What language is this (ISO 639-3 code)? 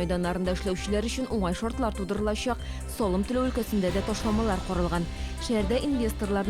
tat